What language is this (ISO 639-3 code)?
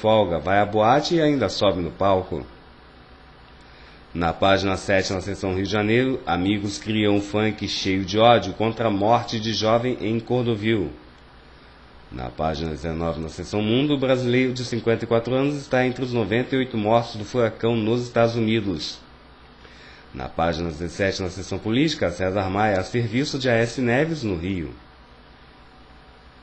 por